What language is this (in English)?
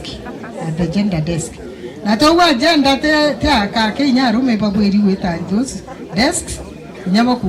Meru